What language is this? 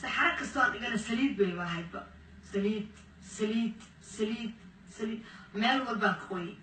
Somali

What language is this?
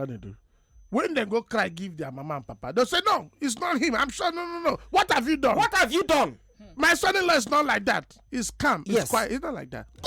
Nigerian Pidgin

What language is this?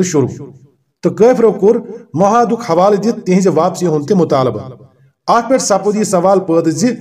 Kashmiri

